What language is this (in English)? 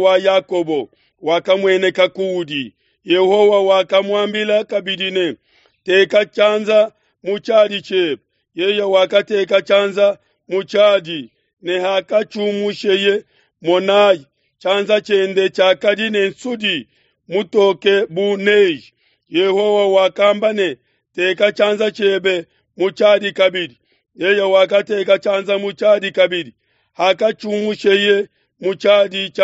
Luba-Lulua